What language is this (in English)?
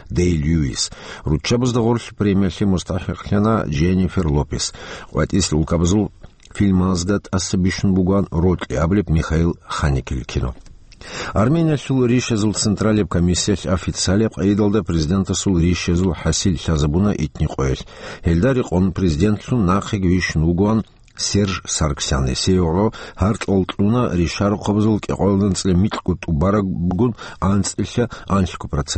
Avaric